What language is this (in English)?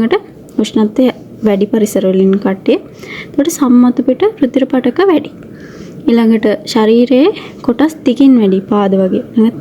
Sinhala